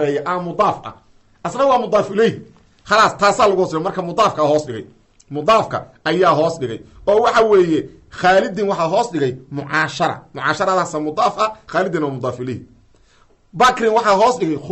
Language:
Somali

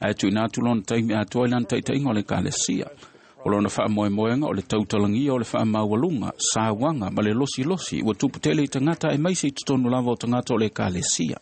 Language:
Samoan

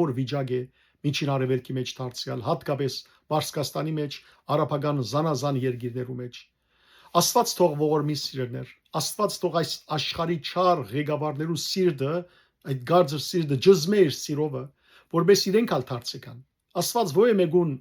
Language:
Western Armenian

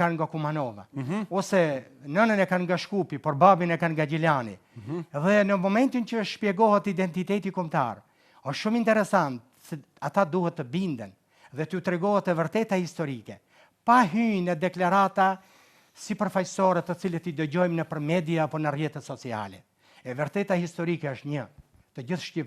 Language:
Albanian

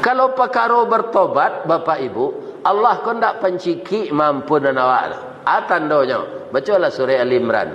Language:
Minangkabau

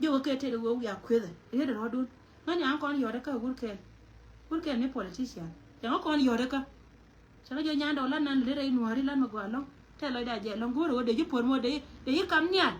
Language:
Nuer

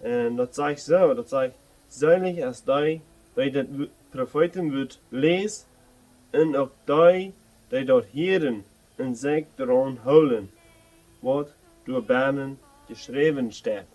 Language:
Plautdietsch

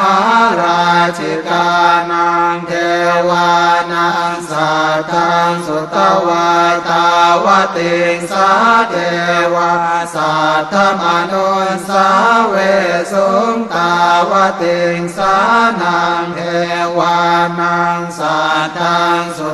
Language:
Pali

